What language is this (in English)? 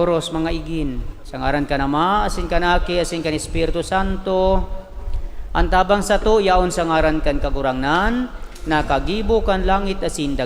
Bikol